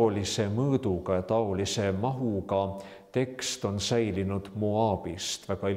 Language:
Estonian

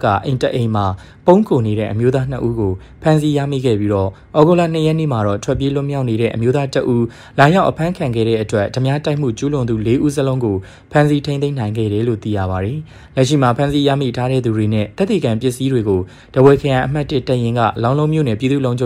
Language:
Burmese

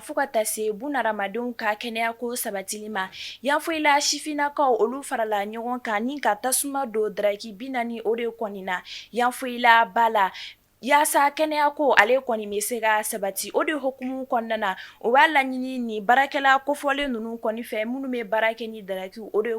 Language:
Bambara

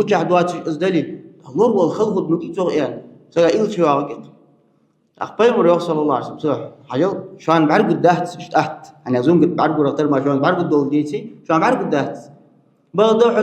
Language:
Ingush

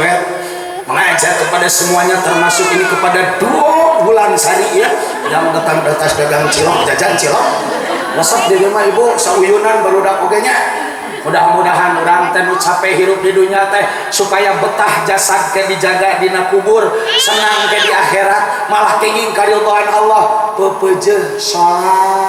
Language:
Sundanese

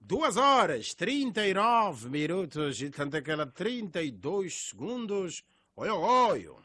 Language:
Tsonga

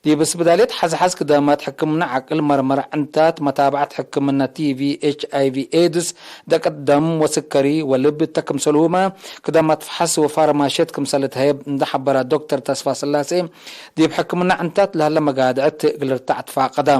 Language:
Tigre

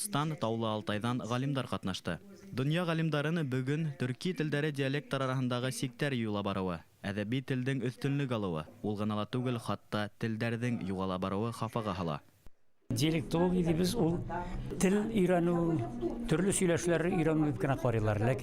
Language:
Bashkir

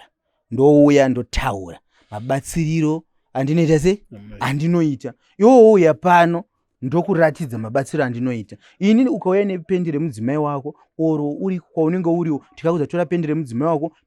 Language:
Shona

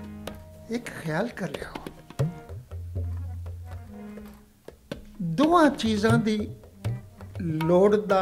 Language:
Punjabi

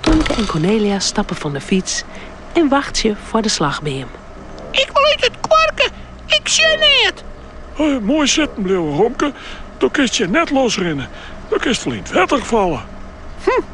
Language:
Western Frisian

